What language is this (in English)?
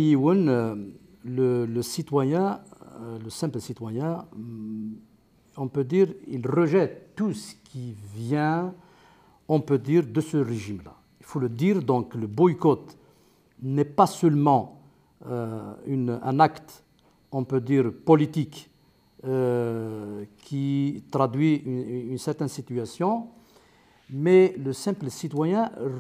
Kabyle